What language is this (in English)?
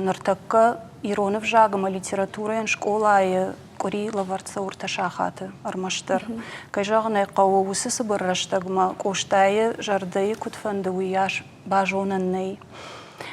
Ossetic